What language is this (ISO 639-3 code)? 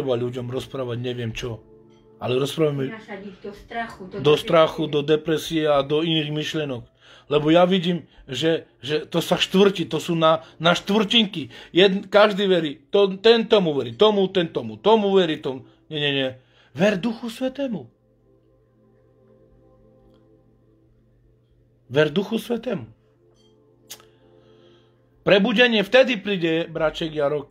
slk